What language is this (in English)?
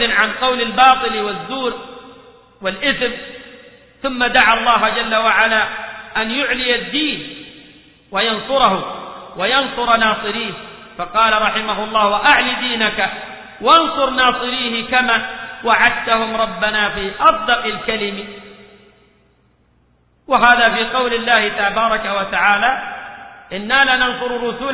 Arabic